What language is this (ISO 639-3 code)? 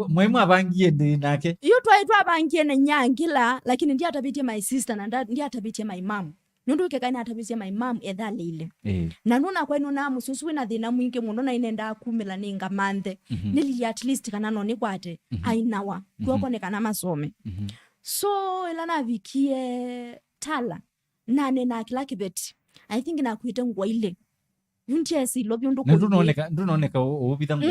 kam